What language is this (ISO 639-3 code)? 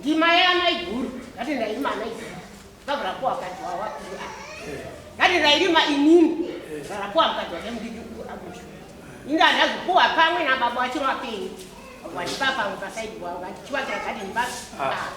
sna